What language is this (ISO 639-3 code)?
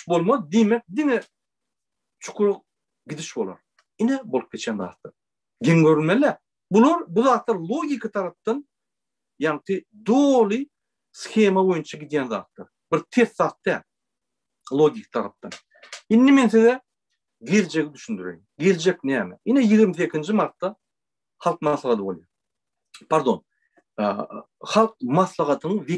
tuk